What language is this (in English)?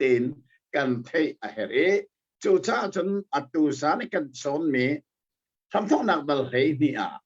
Hakha Chin